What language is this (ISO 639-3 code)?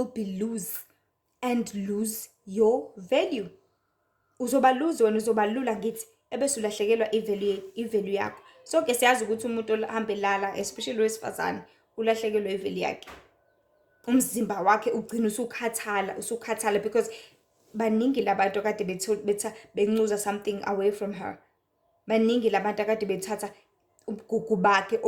zul